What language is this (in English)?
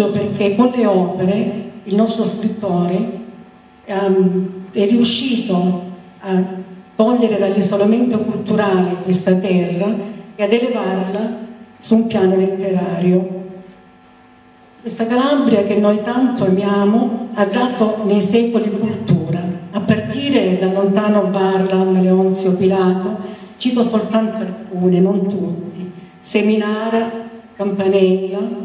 Italian